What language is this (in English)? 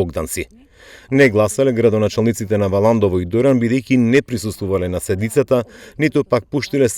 Macedonian